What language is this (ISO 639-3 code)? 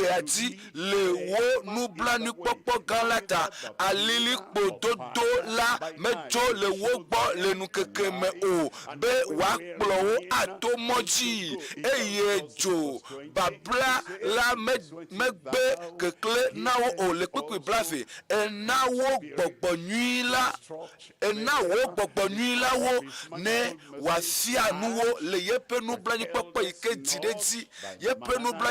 ewe